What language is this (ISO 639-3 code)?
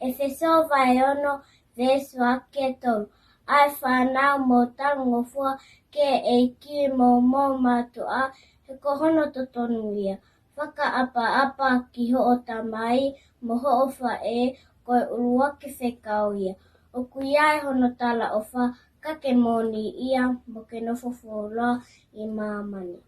ton